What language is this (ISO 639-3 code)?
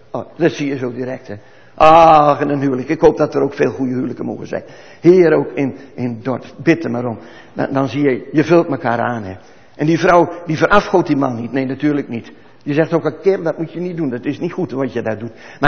nld